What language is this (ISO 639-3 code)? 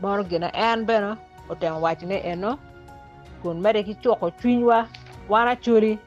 ach